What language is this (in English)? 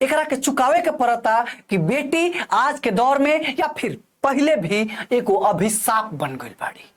Bhojpuri